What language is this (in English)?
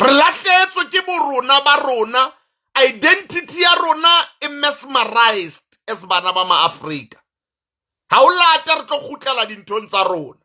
Southern Sotho